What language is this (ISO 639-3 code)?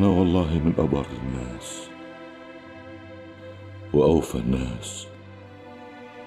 ara